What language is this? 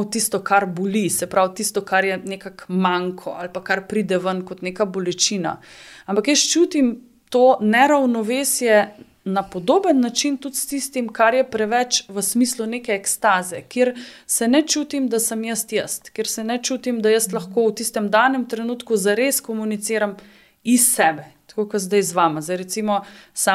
Slovenian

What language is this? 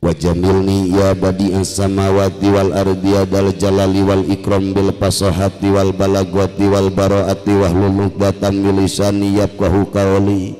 Sundanese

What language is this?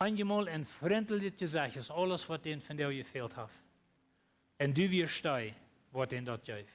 Plautdietsch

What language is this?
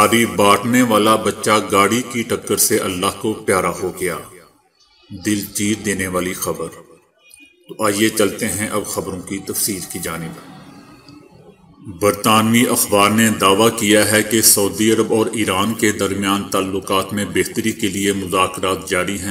Urdu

